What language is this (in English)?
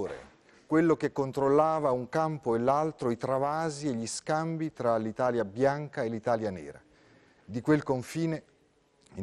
Italian